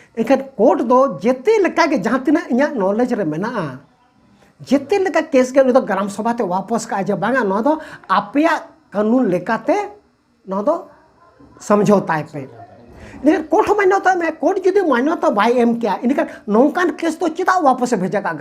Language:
Santali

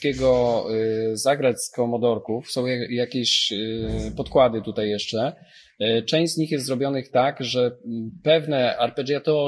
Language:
Polish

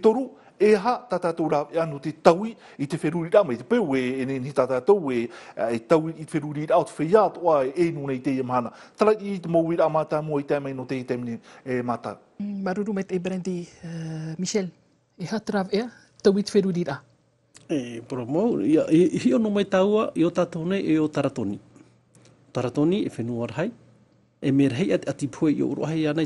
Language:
Tahitian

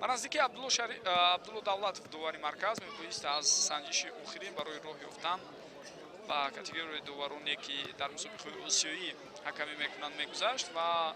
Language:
Tajik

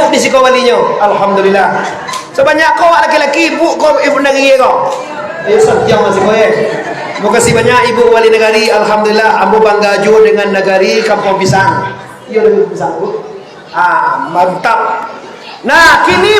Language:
Minangkabau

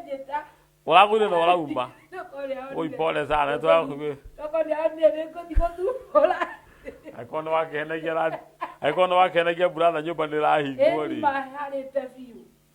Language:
Kikuyu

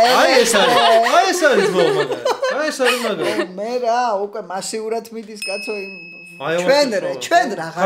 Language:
Georgian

